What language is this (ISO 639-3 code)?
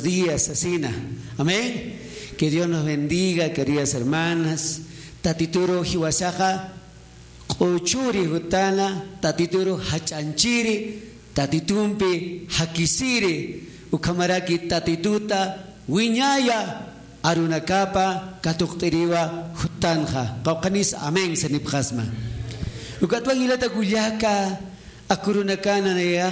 aym